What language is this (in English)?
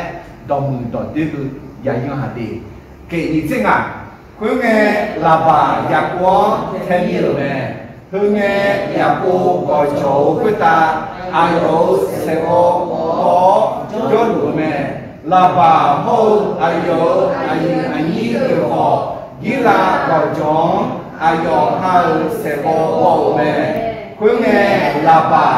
Akha